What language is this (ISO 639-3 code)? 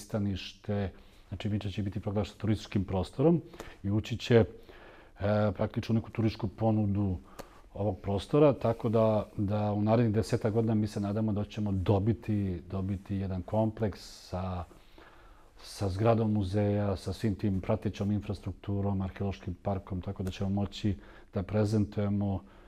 srp